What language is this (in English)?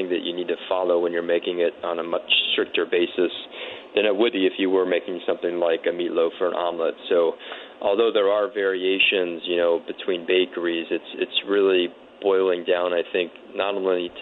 English